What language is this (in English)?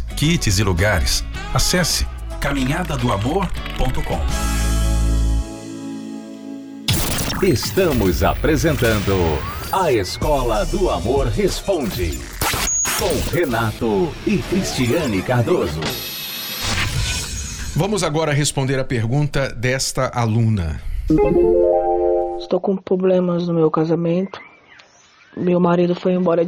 Portuguese